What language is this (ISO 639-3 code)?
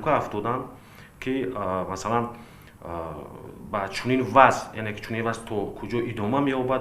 tgk